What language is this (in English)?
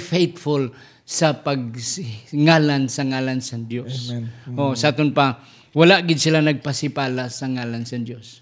Hiligaynon